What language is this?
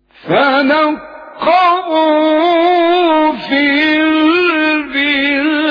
Arabic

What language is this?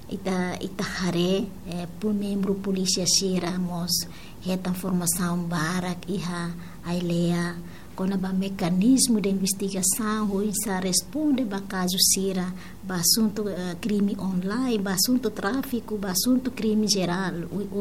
Tetum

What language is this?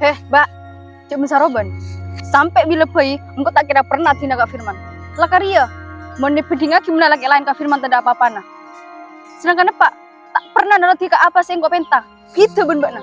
Madurese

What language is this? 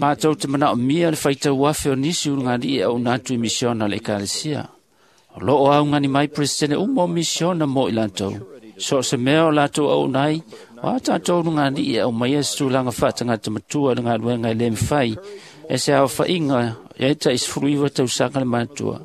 Samoan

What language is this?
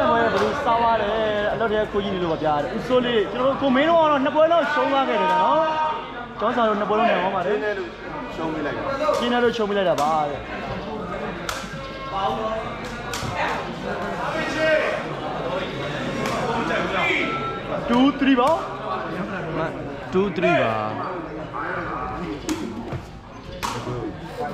Burmese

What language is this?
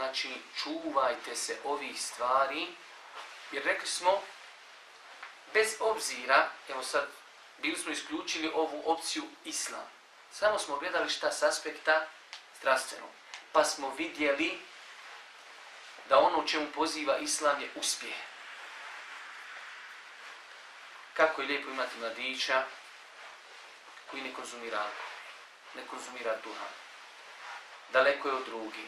Bosnian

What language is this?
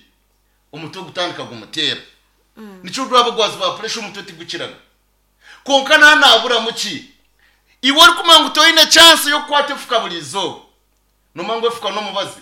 Nyankole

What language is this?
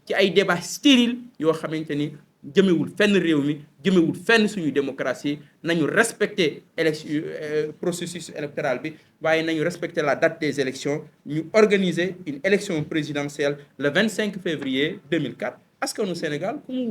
Wolof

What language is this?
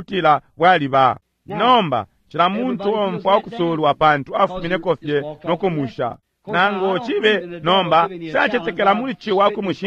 Bemba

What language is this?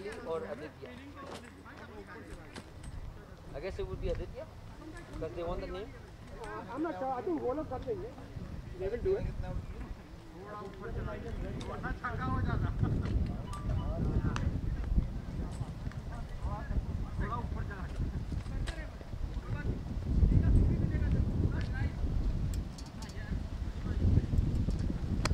Hindi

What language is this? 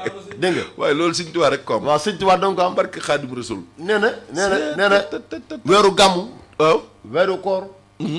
Wolof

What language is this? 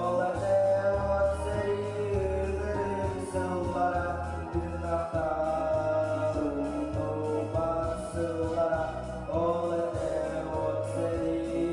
Yakut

